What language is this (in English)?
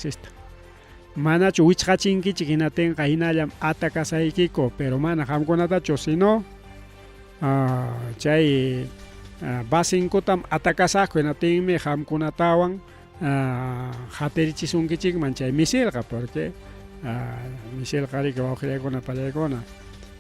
Ayacucho Quechua